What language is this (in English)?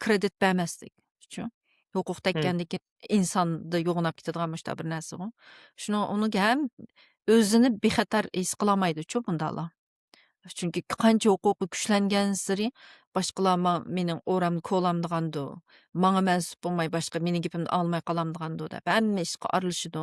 Uyghur